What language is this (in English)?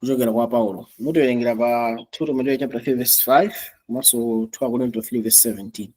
Nyanja